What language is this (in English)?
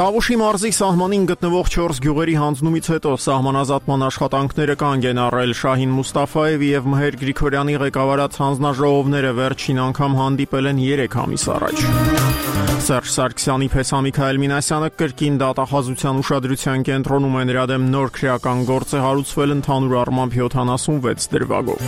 Armenian